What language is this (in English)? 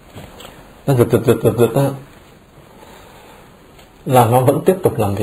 Vietnamese